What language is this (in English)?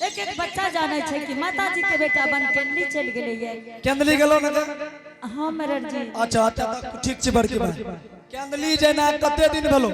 Angika